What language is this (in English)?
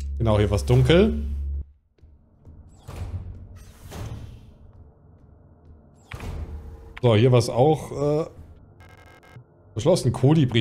German